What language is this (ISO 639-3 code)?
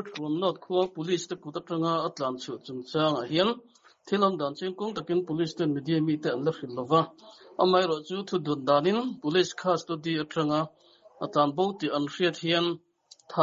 lus